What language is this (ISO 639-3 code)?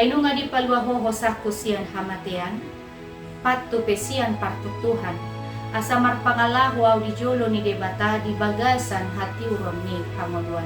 bbc